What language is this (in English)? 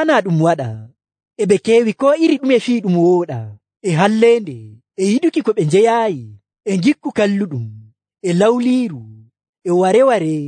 Nigerian Fulfulde